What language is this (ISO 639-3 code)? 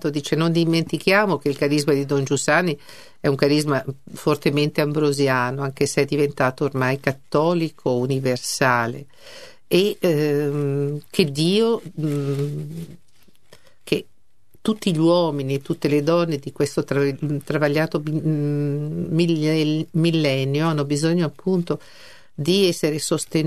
ita